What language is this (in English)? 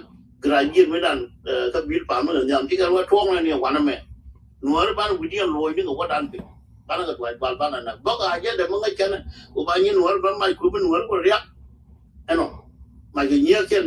Nuer